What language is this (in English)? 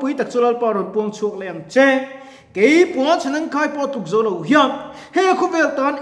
Mizo